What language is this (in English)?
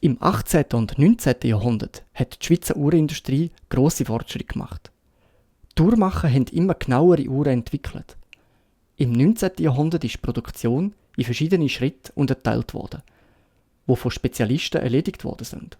Swiss German